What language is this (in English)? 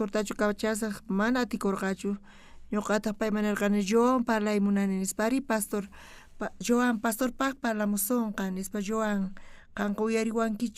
South Bolivian Quechua